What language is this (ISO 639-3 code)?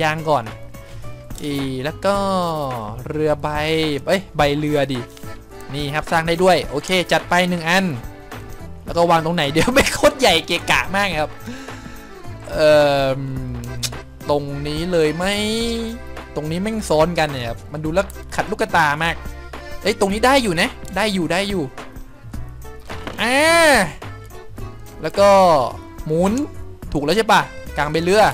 tha